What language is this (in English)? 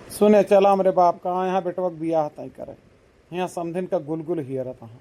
Awadhi